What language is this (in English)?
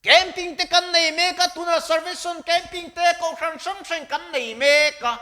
Mizo